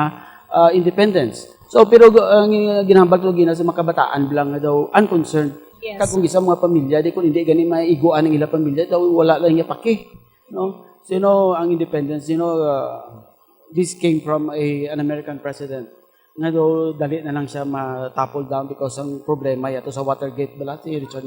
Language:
Hiligaynon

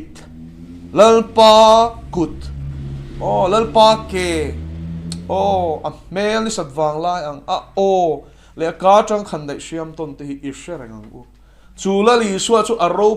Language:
Mizo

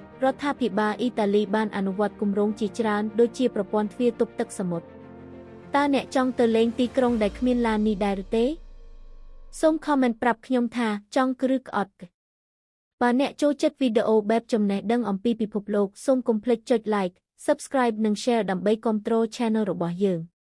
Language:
Khmer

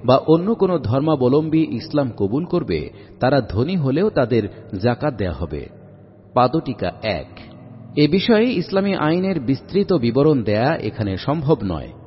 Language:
Bangla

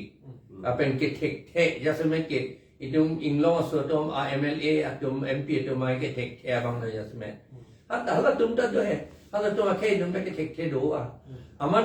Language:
Karbi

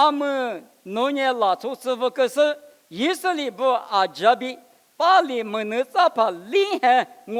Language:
Lisu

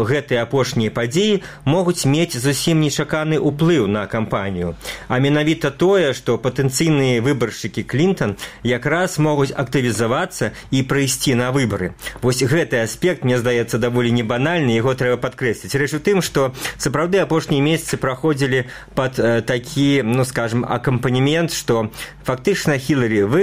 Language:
Belarusian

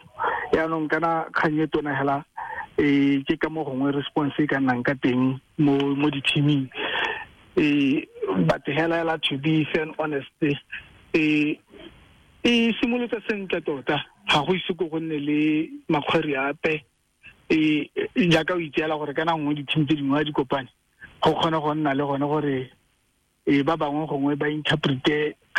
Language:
Tswana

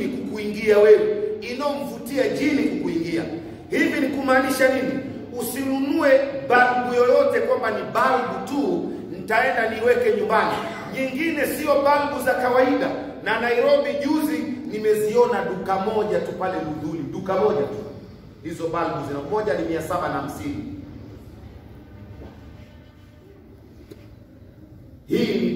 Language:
Swahili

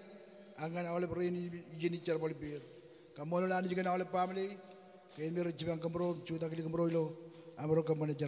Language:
Marshallese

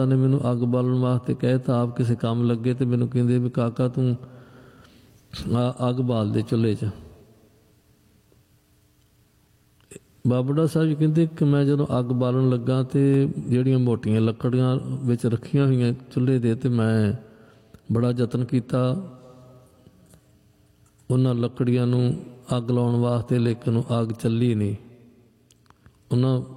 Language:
Punjabi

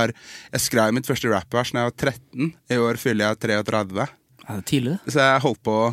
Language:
Norwegian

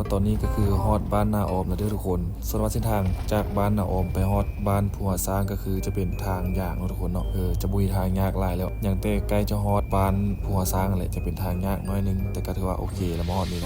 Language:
Lao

